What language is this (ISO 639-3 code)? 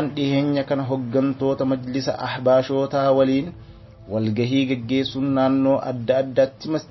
orm